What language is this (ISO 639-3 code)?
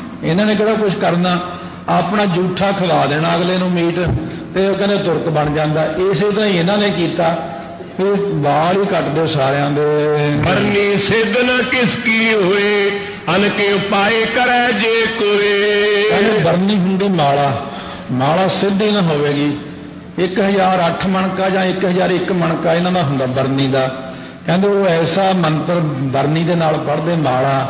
pan